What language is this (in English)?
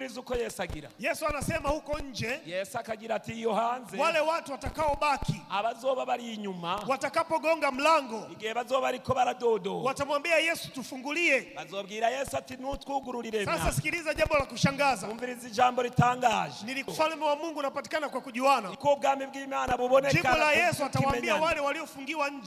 Swahili